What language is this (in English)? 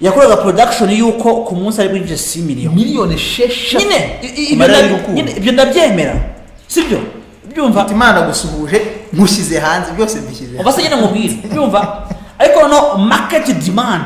Kinyarwanda